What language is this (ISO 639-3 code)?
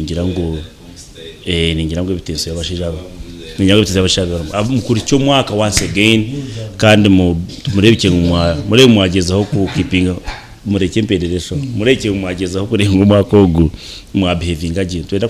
nyn